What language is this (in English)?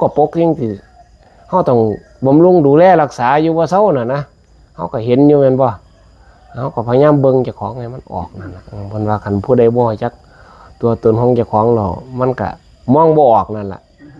Northeastern Thai